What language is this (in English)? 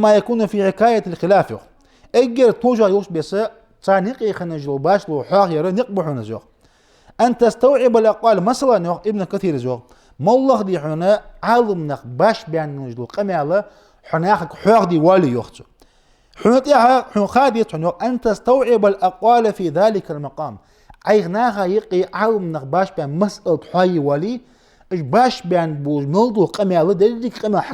Ingush